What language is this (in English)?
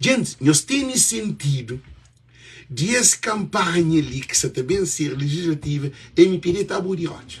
Kabuverdianu